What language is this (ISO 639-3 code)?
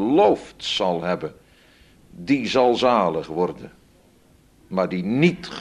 nld